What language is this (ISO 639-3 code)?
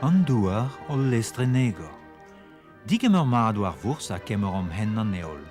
bre